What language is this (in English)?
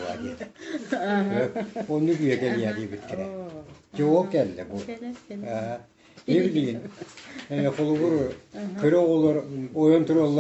Yakut